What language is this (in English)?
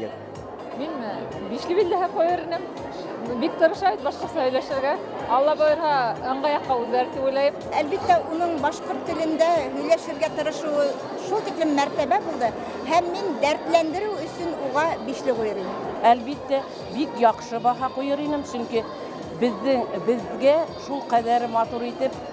Bashkir